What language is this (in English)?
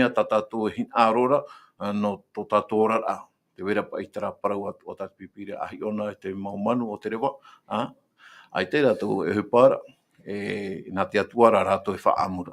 Tahitian